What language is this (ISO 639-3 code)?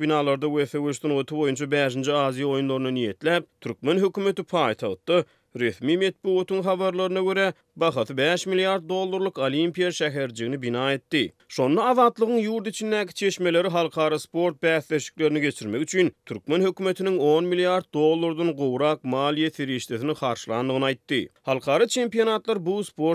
tuk